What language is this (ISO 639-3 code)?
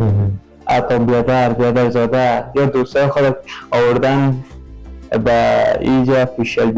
fas